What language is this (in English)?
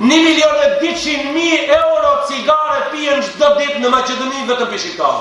Albanian